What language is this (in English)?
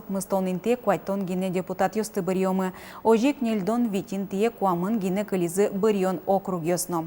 Udmurt